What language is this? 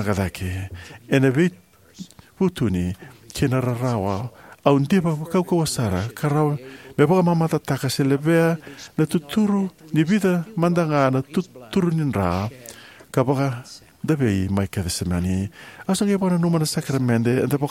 Fijian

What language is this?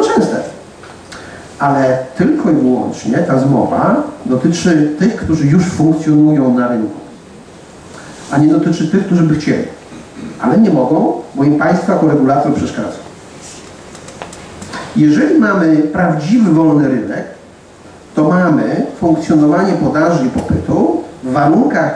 Polish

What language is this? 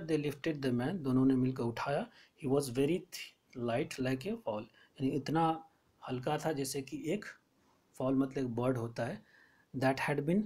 Hindi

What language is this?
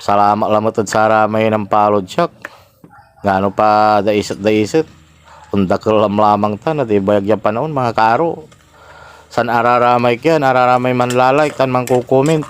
Pangasinan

